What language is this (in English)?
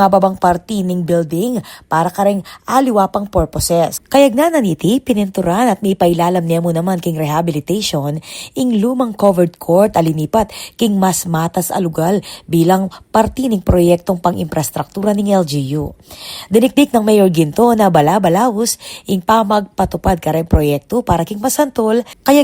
Pampanga